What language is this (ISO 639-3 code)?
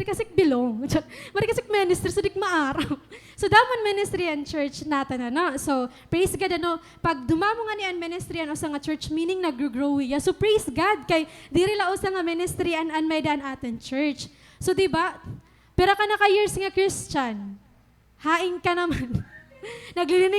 war